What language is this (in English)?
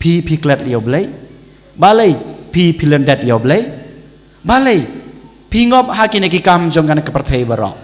Khasi